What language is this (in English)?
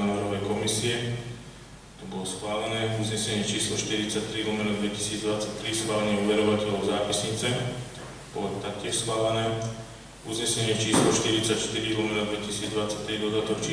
Slovak